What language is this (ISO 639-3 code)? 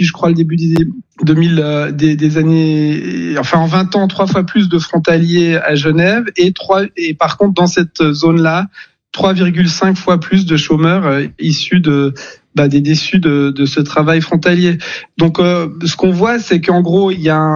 fra